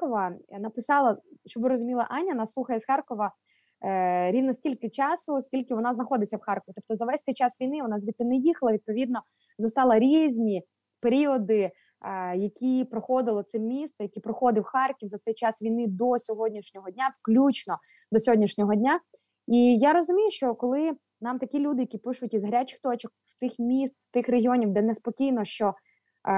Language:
Ukrainian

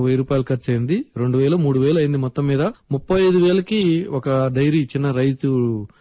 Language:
Telugu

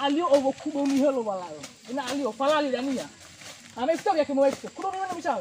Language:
Nias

